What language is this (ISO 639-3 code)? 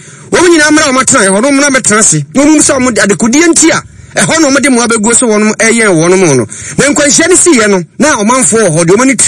aka